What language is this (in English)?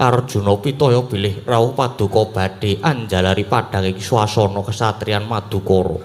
Javanese